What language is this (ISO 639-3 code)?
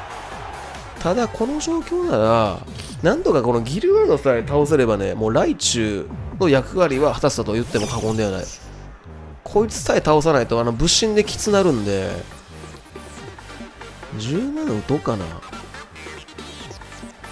jpn